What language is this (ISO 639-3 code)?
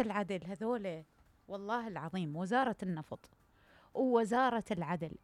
acm